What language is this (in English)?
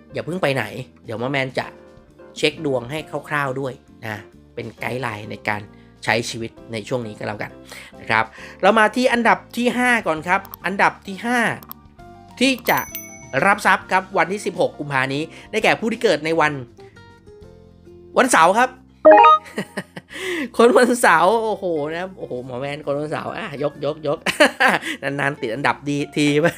Thai